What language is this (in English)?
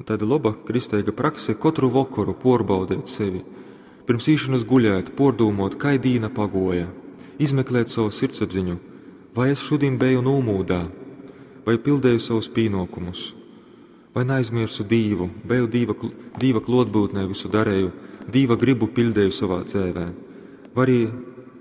Latgalian